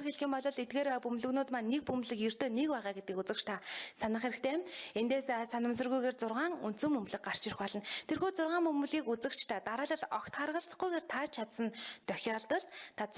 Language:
Mongolian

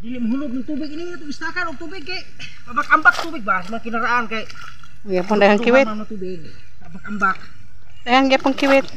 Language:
Cebuano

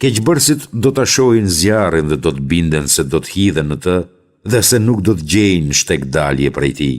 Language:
Albanian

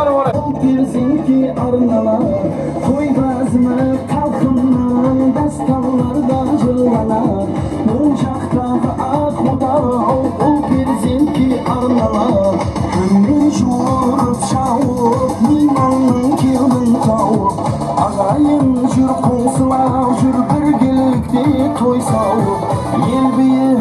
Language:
Kara-Kalpak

